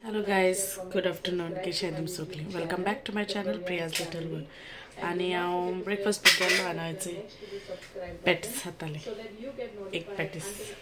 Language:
Konkani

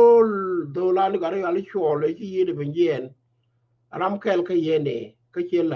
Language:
Nuer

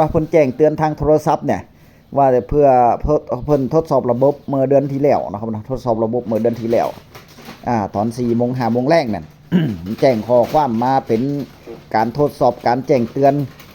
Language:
Northeastern Thai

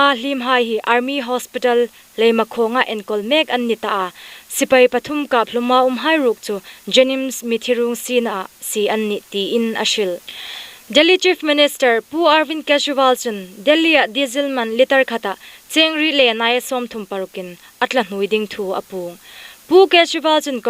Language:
Hmar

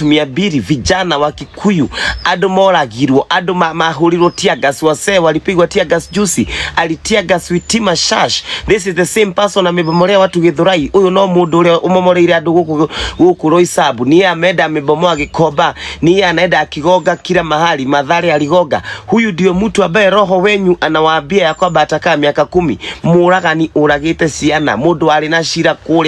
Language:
Kikuyu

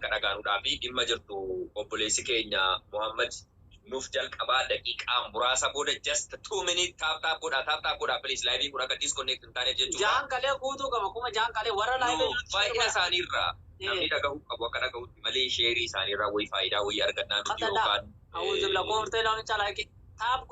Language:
Oromo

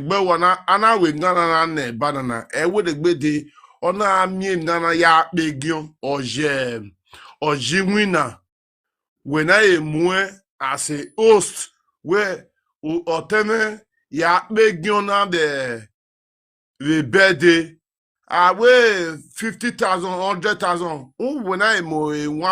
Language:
Nigerian Pidgin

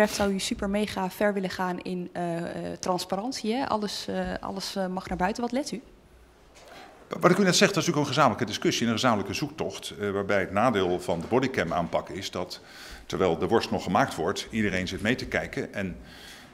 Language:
Dutch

